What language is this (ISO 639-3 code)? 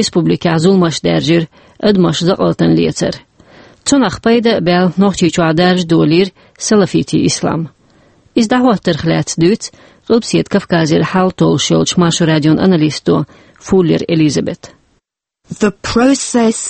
che